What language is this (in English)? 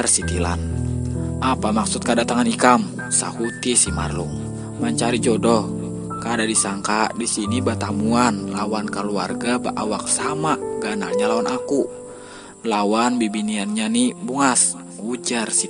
Banjar